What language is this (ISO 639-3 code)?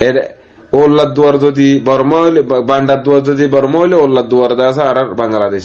rhg